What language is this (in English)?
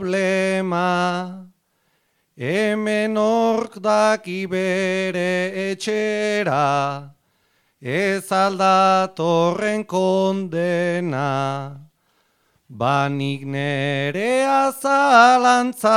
Basque